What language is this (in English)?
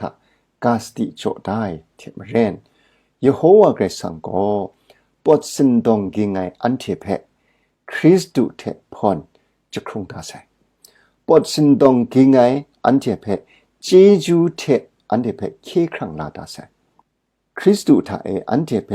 Kachin